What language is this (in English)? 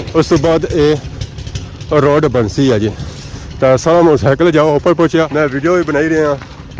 Pahari-Potwari